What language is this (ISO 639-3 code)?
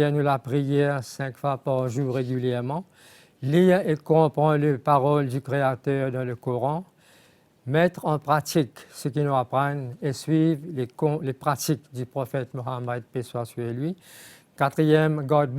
mfe